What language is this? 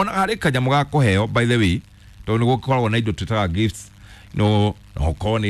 Kikuyu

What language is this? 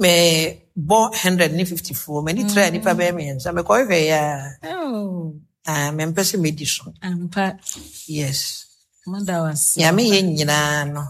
Akan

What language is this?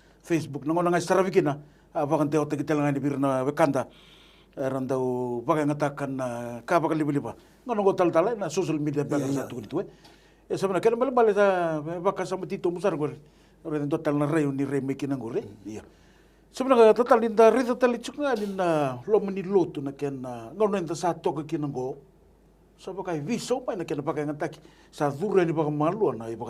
Fijian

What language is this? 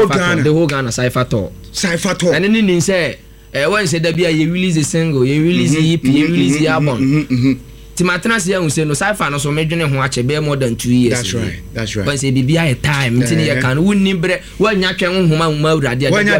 Akan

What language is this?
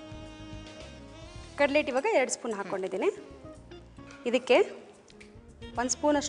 Kannada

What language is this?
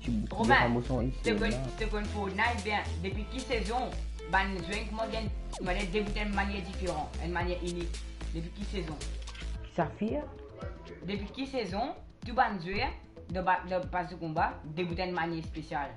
Morisyen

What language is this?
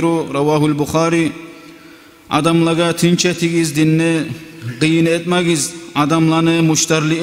Kumyk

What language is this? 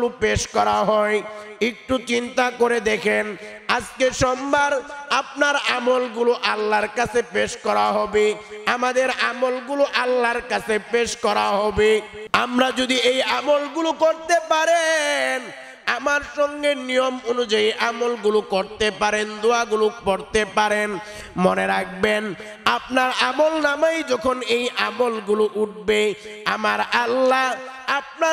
Bangla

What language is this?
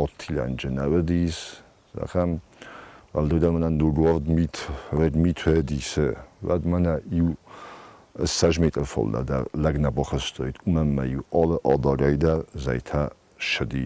Ossetic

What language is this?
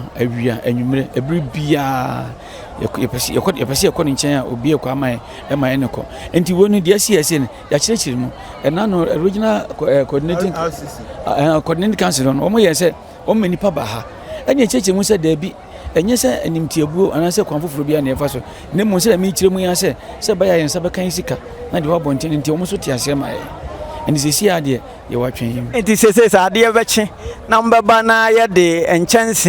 Akan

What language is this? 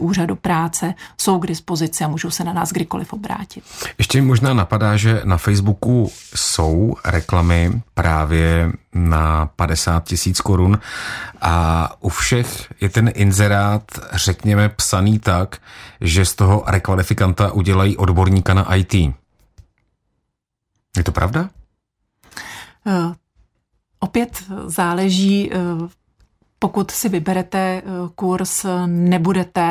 Czech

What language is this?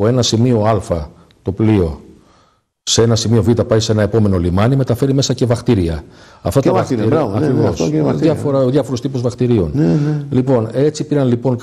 Greek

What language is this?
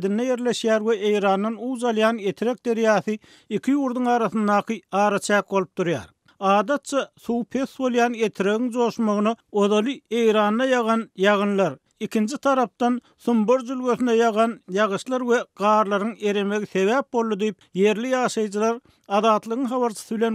Turkmen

